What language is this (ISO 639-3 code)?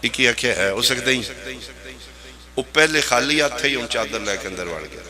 phr